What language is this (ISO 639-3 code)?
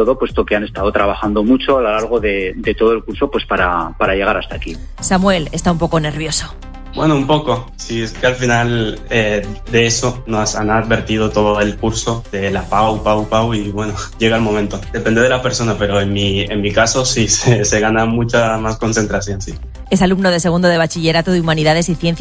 spa